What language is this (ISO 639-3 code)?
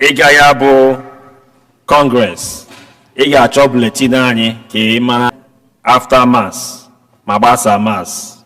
ibo